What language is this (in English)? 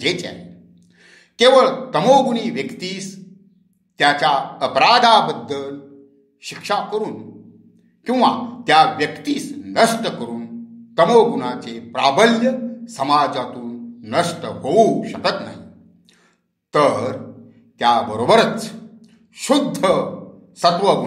Marathi